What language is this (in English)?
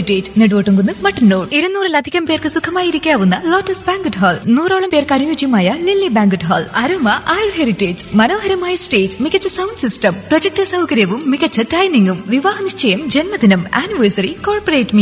Malayalam